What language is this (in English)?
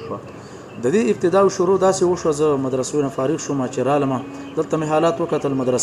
Pashto